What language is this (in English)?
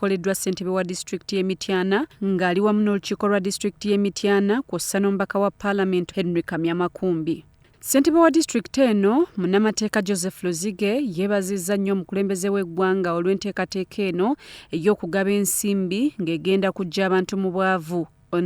Ganda